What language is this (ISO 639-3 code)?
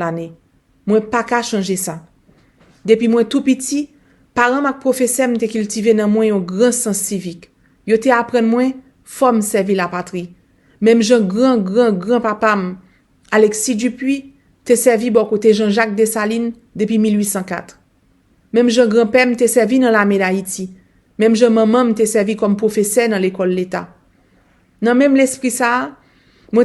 hat